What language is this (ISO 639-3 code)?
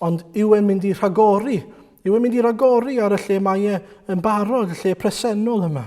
cym